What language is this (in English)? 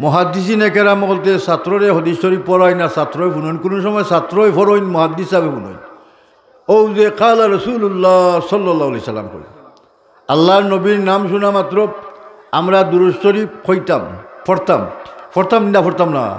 Sylheti